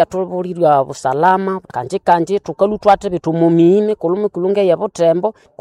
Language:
Nande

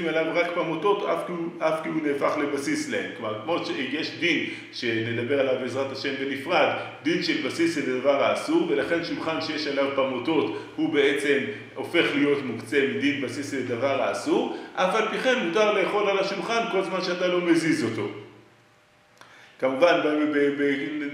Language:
Hebrew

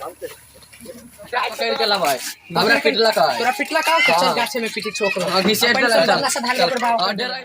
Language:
Maithili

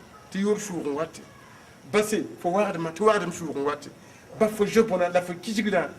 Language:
Mossi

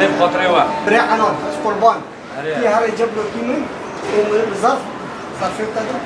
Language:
Kurdish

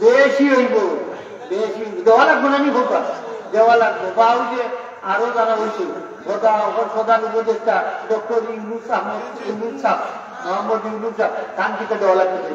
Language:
Sylheti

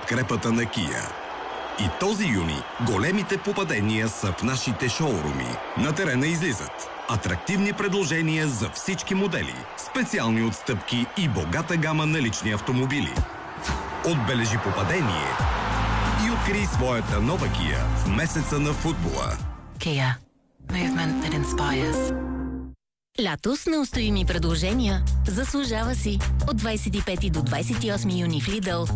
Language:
Bulgarian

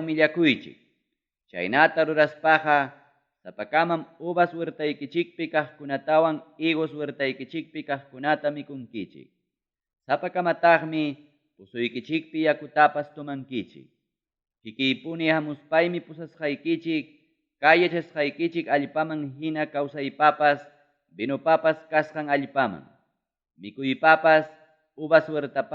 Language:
Ayacucho Quechua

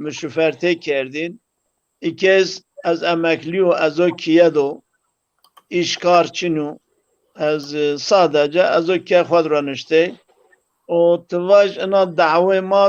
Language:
Zaza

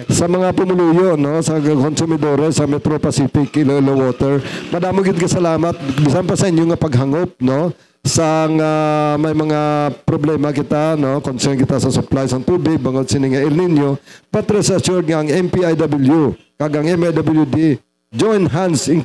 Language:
Hiligaynon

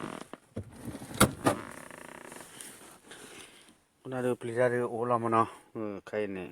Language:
S'gaw Karen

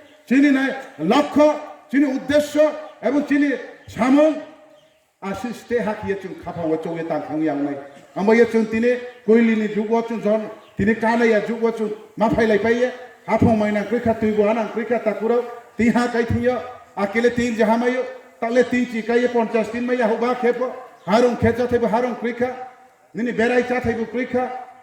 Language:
Riang (India)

